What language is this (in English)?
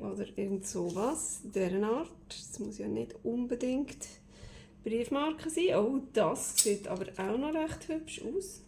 Swiss German